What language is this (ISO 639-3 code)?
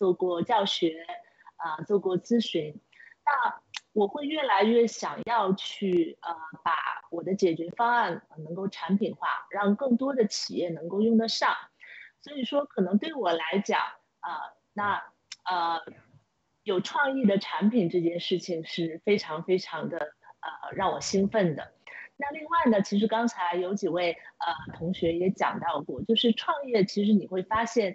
zho